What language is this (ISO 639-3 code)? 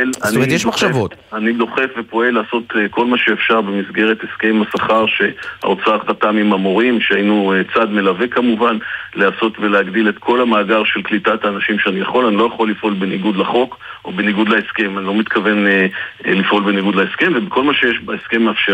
heb